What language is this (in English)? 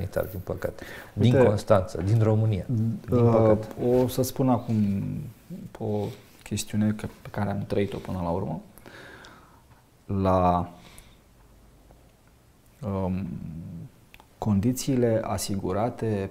Romanian